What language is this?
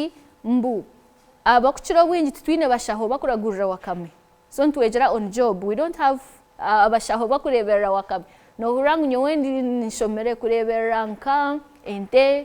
Nyankole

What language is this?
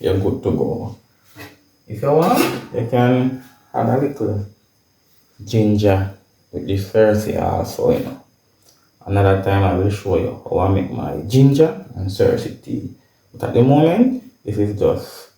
Jamaican Creole English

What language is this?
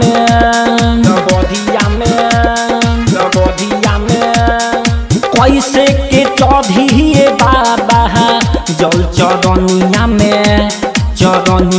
Bhojpuri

